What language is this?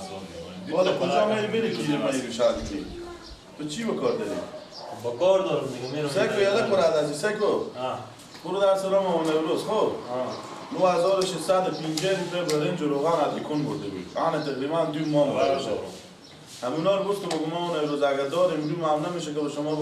Persian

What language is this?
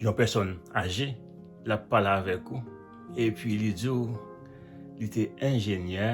Haitian Creole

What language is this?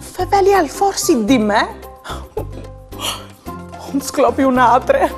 Friulian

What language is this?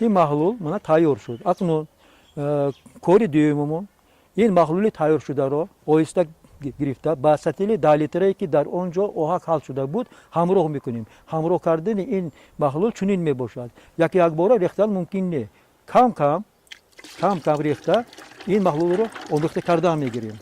Tajik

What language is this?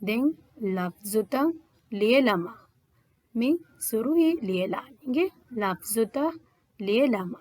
Divehi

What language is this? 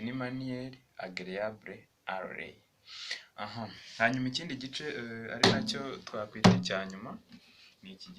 Kinyarwanda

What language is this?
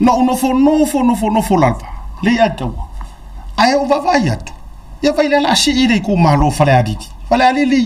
Samoan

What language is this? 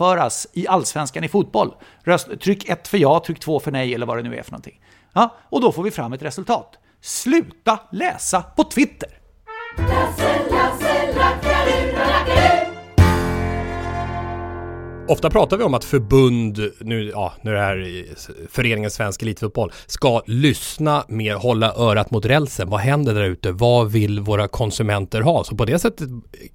Swedish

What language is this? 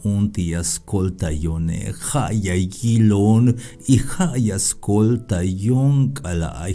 Tzeltal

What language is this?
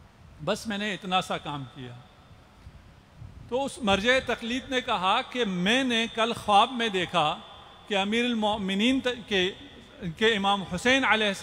Urdu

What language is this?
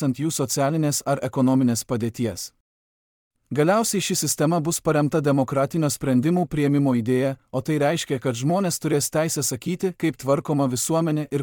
Lithuanian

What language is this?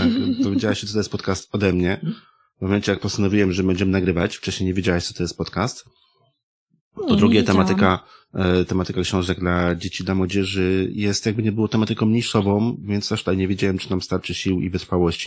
Polish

